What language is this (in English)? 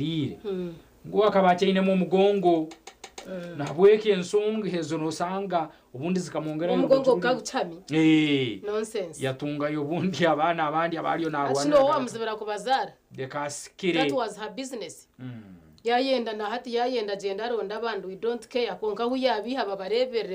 Nyankole